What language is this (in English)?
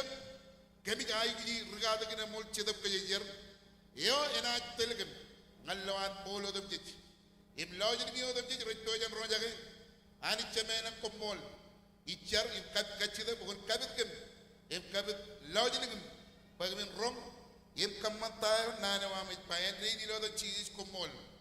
Marshallese